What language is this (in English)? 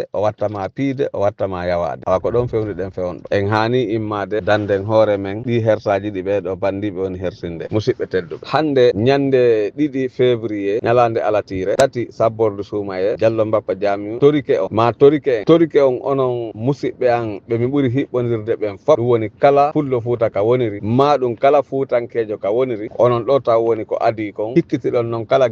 Fula